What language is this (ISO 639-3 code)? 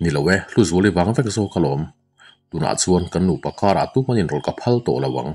lus